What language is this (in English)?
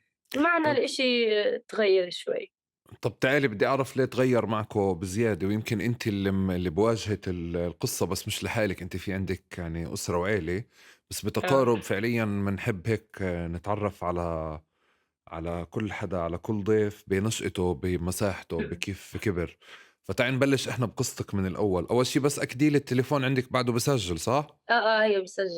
North Levantine Arabic